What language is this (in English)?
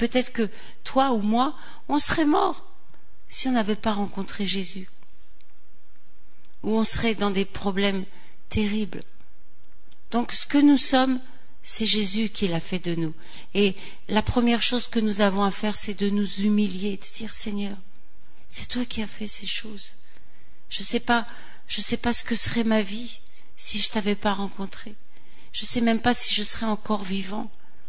French